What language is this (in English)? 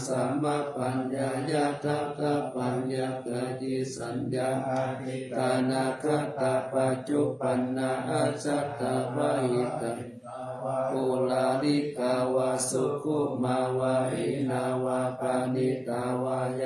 Pali